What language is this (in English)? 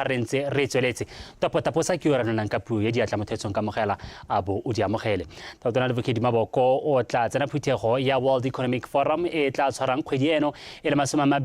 Tswana